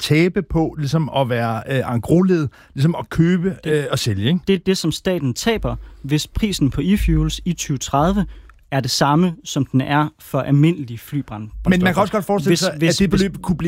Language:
Danish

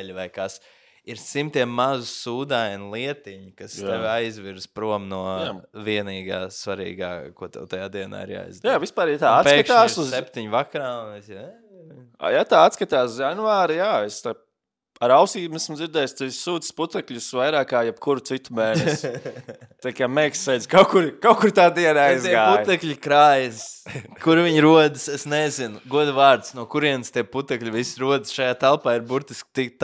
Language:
Latvian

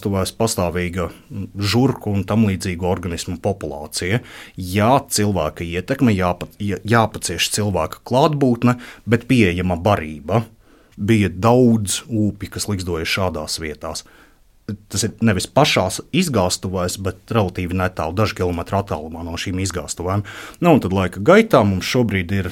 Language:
Latvian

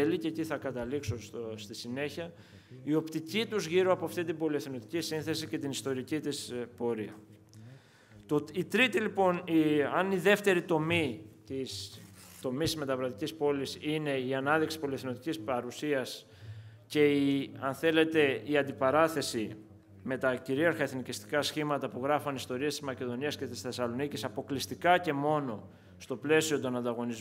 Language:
Greek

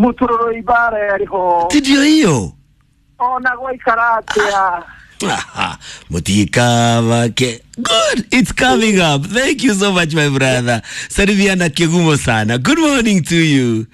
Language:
Kikuyu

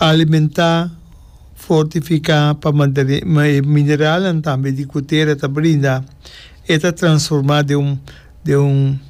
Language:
Papiamento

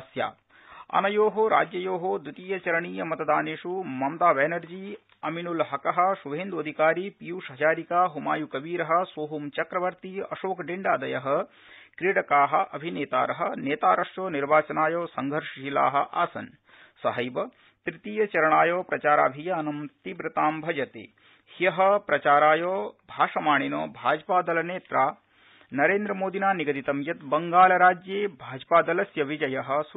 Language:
Sanskrit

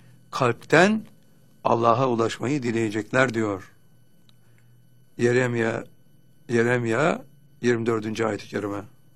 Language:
Turkish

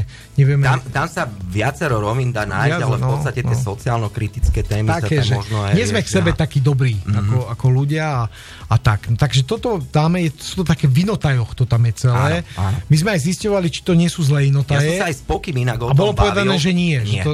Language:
Slovak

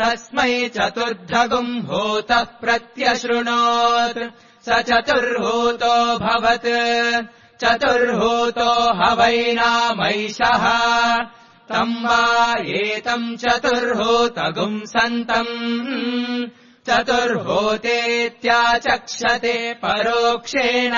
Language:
Sanskrit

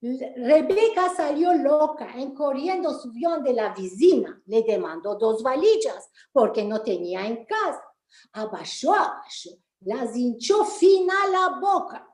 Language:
Ladino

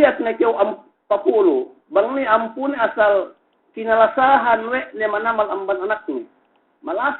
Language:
Yakan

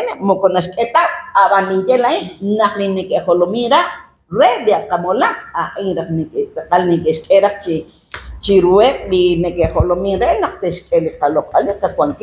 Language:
Kekchí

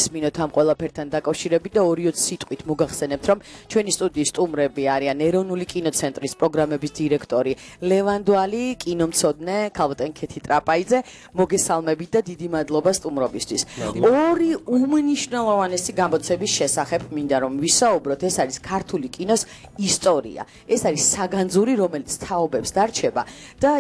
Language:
Georgian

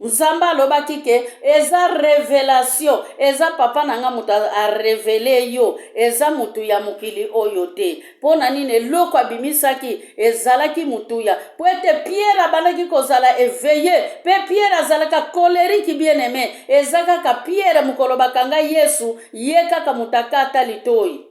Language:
Lingala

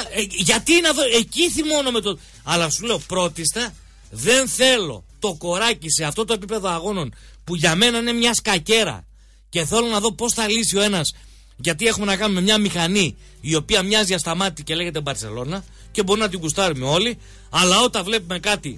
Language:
Greek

